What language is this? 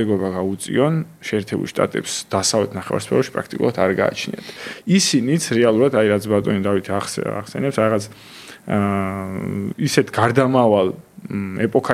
Georgian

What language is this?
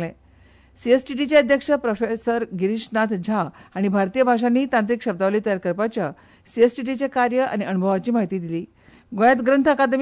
Konkani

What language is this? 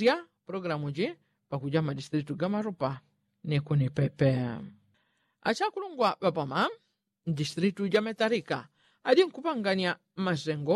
Yao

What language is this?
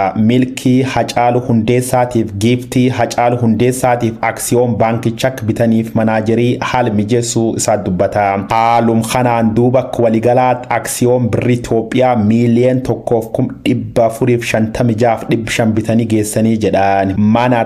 Oromo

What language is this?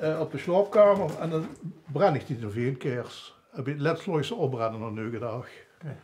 Limburgish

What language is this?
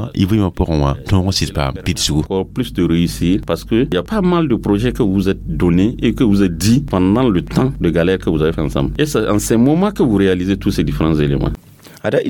Mossi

